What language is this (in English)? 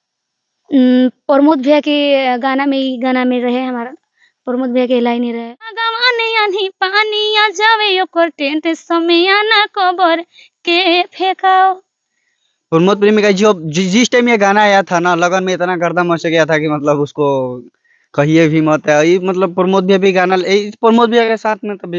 Bhojpuri